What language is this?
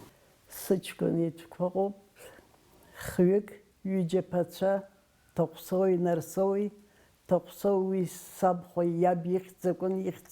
Abkhazian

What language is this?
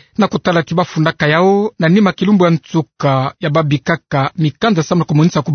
Kituba (Democratic Republic of Congo)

